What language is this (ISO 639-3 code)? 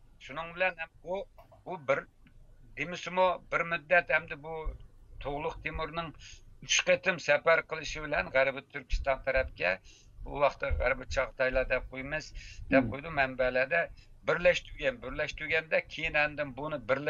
uig